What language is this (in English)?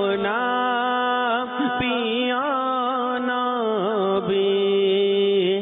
Bangla